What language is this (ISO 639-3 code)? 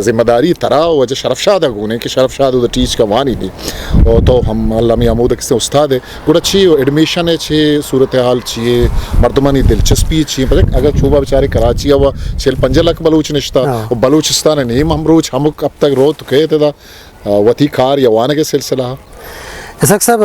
bgp